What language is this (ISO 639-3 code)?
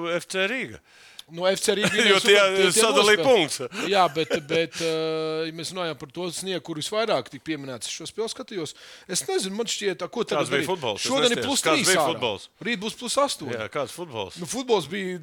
lav